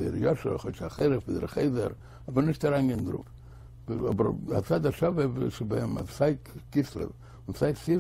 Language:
Yiddish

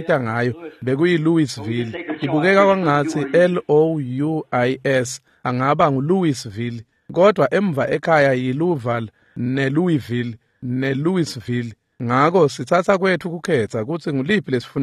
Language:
Swati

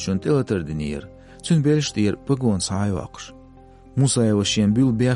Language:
Chechen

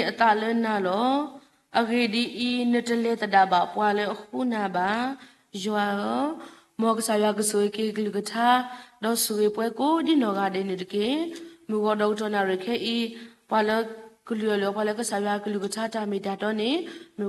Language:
S'gaw Karen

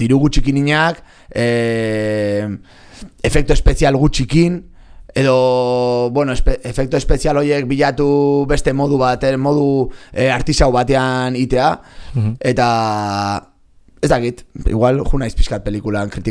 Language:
Basque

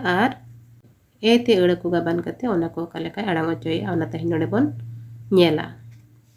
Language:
Santali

